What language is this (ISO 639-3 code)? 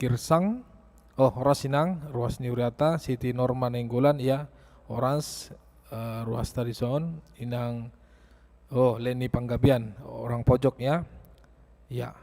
bbc